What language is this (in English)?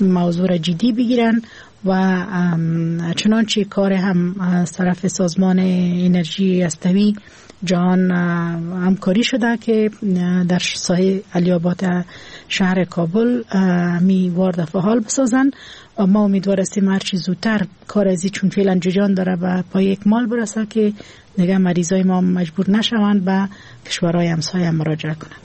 Persian